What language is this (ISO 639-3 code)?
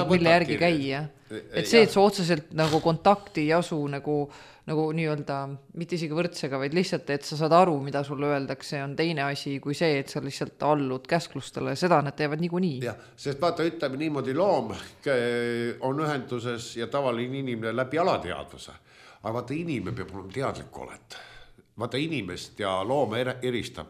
est